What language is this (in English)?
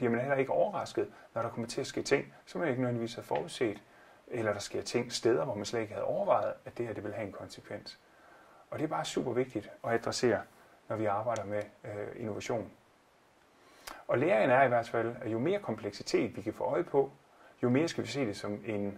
Danish